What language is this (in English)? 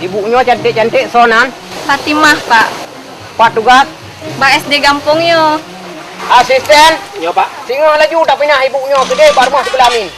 Achinese